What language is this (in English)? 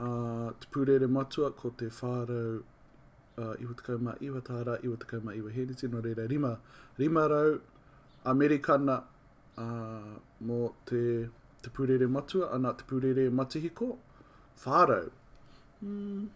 Māori